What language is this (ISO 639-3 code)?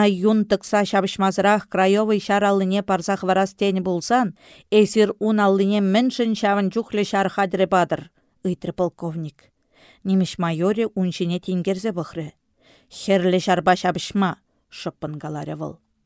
chv